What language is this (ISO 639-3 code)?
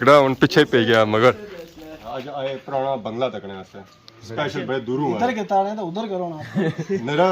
phr